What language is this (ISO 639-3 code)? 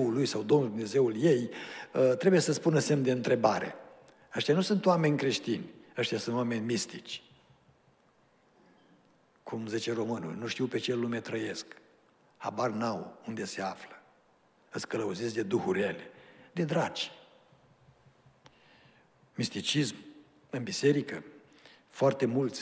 ron